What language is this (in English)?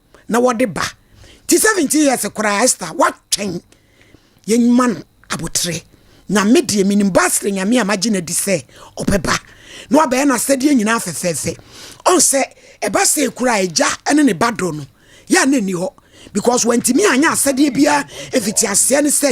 Akan